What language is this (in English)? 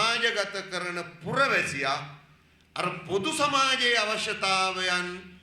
Sinhala